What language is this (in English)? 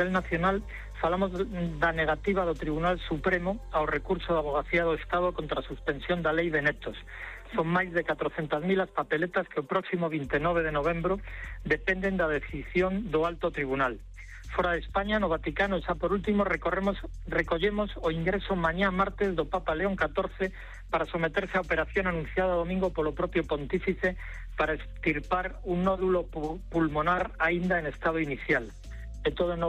Galician